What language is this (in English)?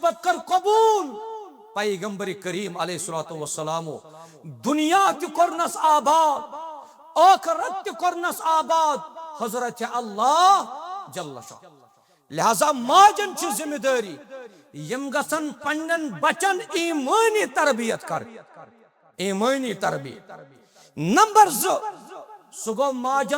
Kashmiri